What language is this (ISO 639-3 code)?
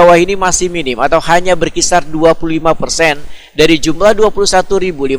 bjn